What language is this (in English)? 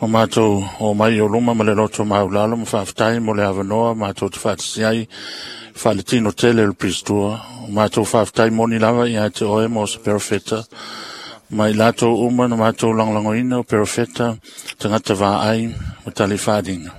Samoan